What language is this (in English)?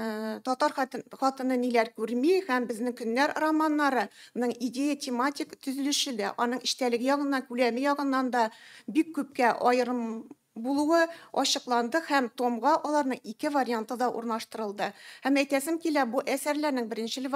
Tatar